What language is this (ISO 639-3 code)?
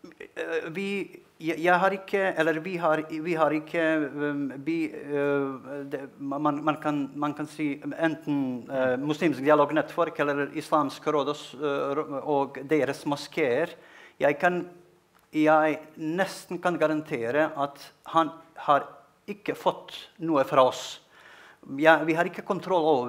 nor